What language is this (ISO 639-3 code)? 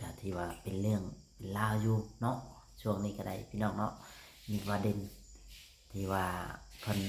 lao